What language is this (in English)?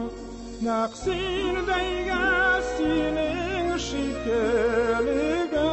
Tatar